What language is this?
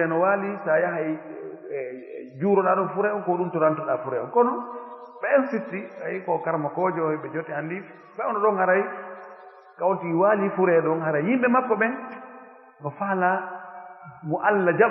Pular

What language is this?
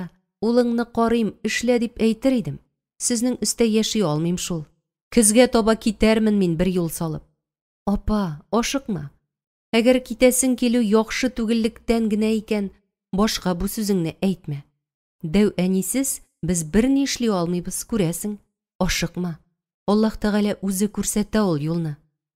Tatar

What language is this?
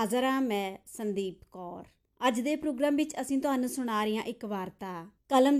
Punjabi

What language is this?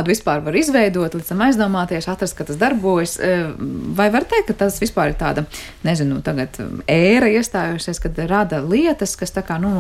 Latvian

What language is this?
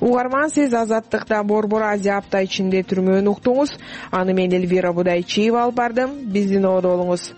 Kyrgyz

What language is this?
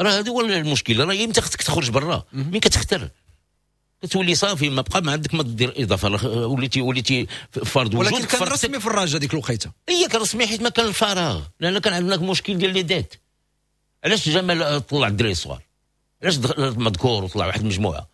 Moroccan Arabic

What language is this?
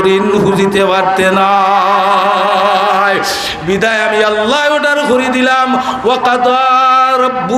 Sylheti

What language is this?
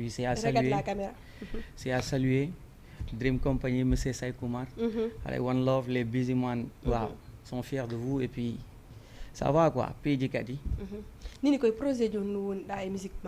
Fula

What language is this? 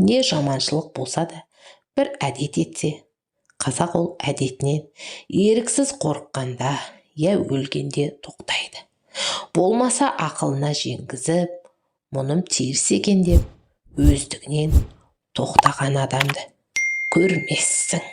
Kazakh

